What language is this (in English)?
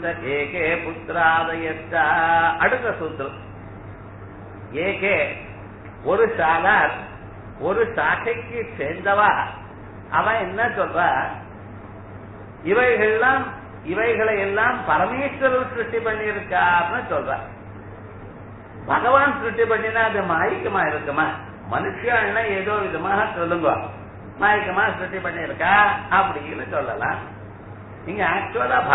Tamil